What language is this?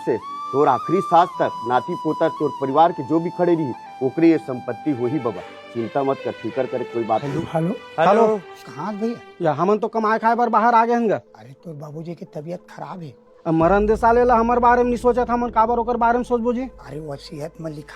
Chhattisgarhi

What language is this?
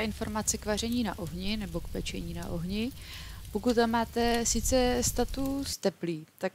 Czech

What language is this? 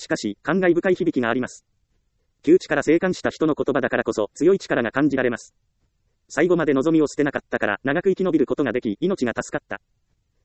Japanese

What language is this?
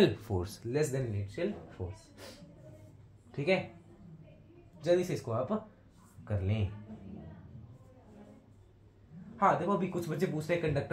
Hindi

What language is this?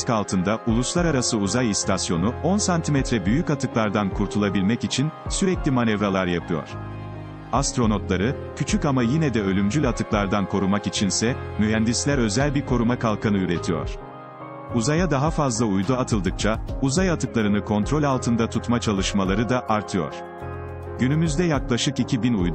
Turkish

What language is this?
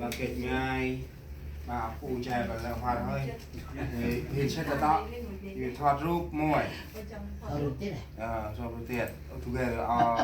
Central Mnong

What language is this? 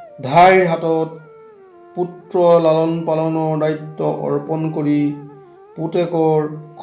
Assamese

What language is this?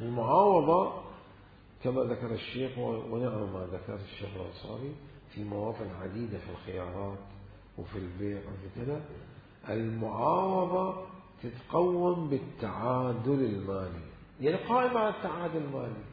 Mesopotamian Arabic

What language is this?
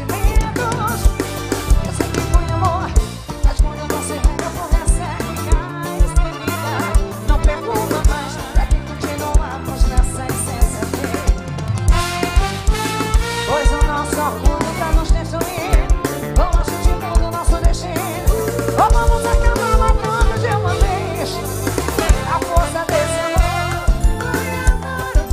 Portuguese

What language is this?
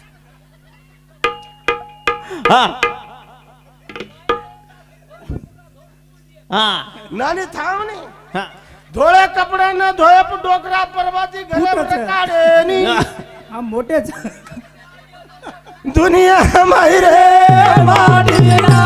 Lambadi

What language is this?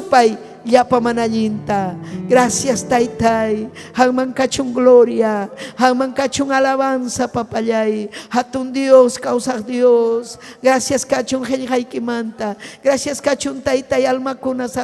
Ayacucho Quechua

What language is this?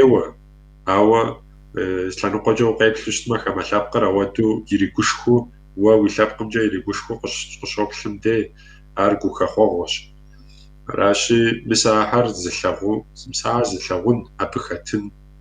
Kabardian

